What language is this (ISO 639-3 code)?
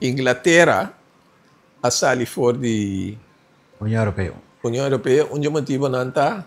pap